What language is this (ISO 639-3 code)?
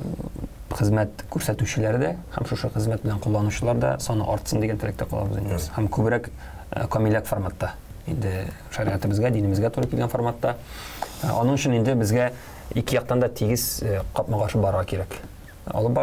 tat